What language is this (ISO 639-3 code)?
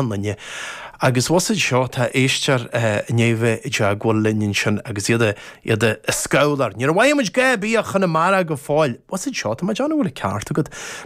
gle